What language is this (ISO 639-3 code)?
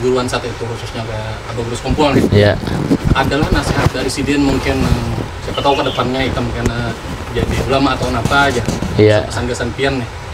bjn